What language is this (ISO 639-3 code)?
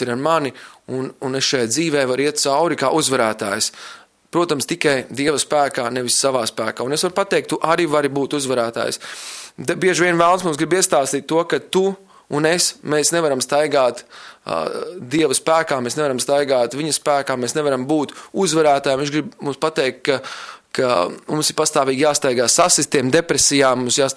lav